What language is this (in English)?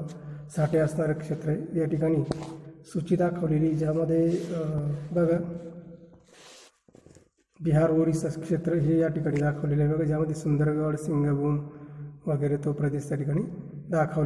Marathi